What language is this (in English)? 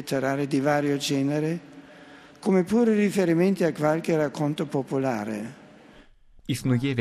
Belarusian